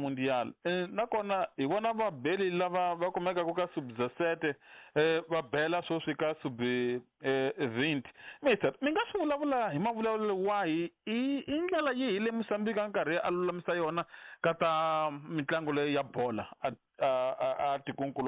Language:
Tsonga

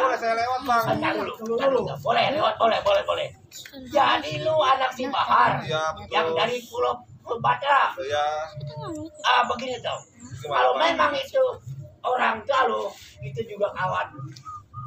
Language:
Betawi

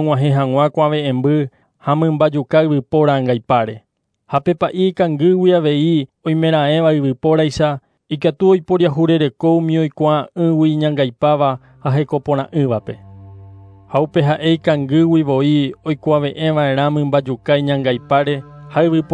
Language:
Guarani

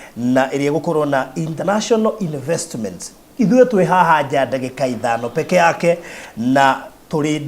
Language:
Kikuyu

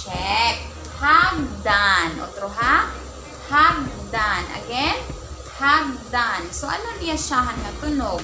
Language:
Waray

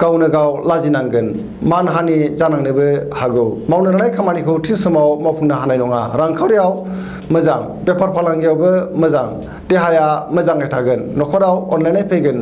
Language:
Bodo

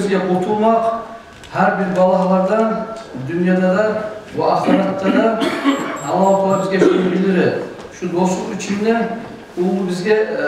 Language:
Kumyk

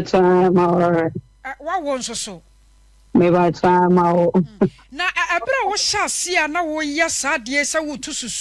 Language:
Akan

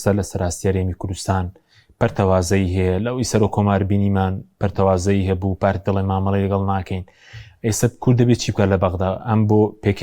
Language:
Central Kurdish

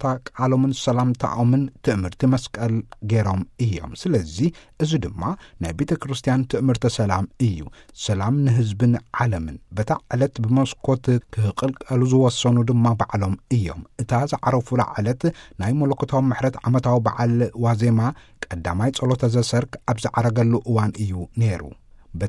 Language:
Tigrinya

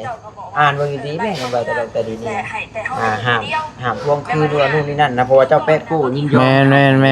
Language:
Northeastern Thai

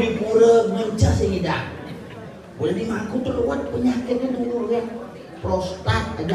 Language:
Balinese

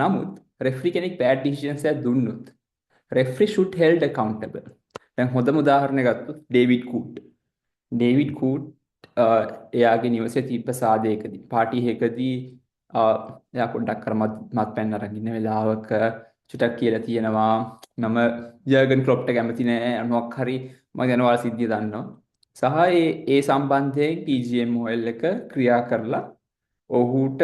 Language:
Sinhala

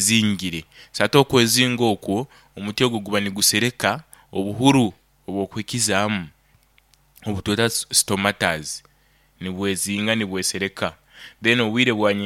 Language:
Nyoro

